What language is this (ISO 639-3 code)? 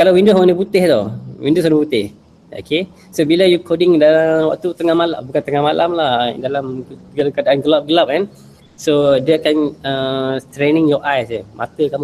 msa